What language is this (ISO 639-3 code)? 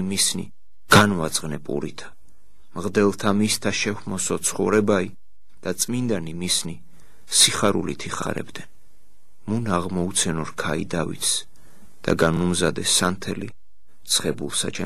kat